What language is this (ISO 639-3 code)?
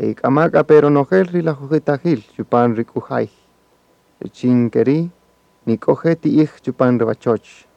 cak